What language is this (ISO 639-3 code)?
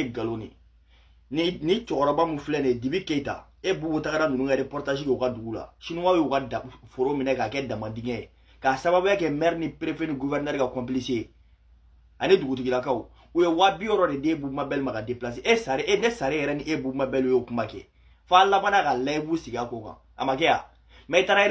bam